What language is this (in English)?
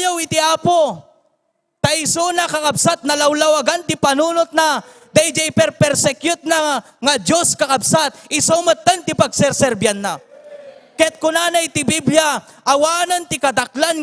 Iloko